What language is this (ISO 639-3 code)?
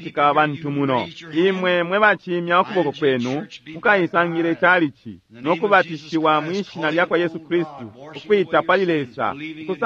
bem